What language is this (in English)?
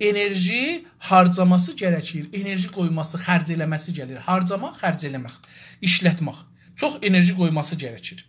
South Azerbaijani